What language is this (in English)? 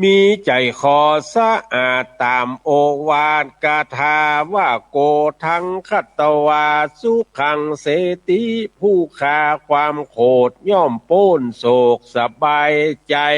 Northern Thai